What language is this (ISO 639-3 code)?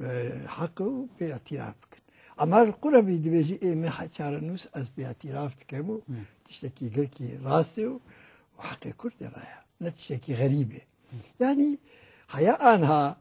kur